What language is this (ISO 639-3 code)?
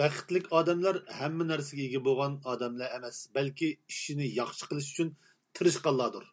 uig